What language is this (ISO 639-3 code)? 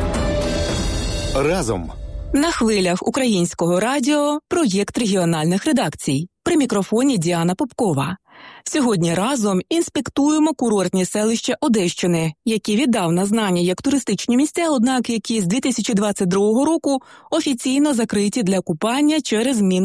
ukr